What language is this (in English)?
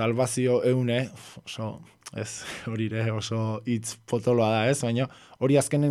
Basque